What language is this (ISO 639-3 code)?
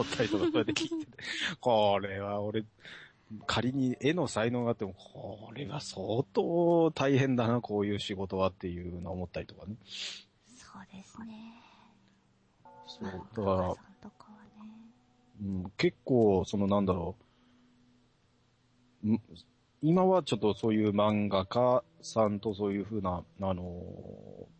jpn